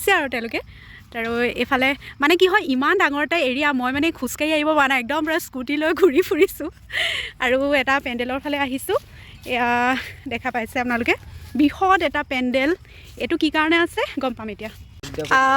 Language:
Assamese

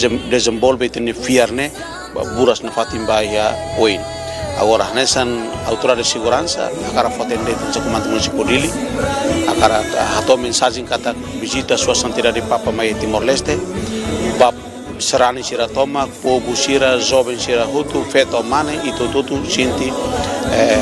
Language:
Tetum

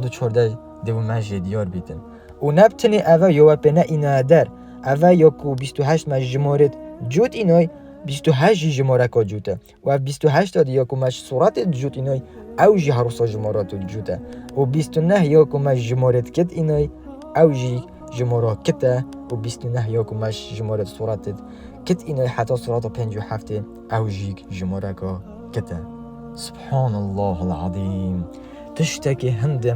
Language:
Kurdish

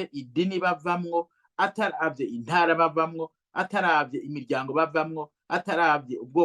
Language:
Rundi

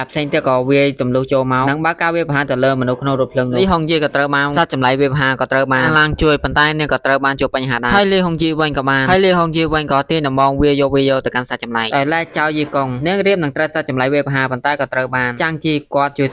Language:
Khmer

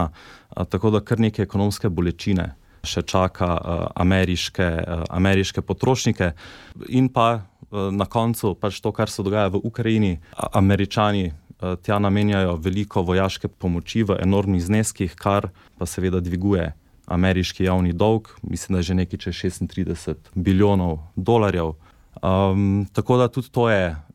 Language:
Slovenian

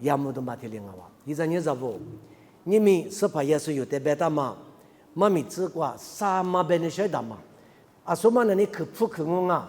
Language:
Lisu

